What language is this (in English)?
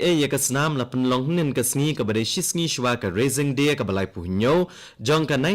Khasi